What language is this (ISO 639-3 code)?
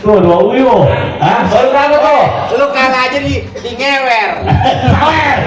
bew